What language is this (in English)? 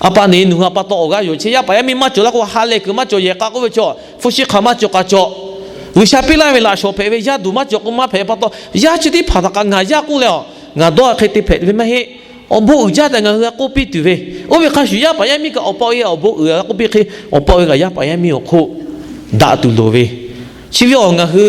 Lahu